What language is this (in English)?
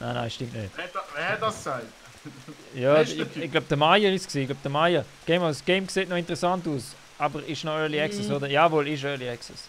Swiss German